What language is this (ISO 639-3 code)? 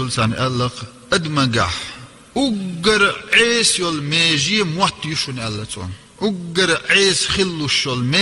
che